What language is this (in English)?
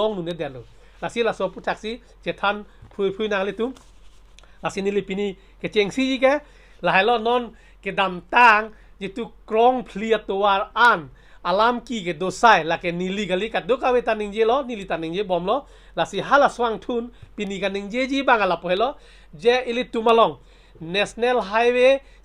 Karbi